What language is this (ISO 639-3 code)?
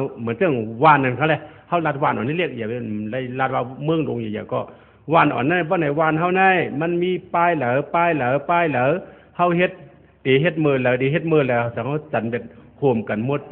shn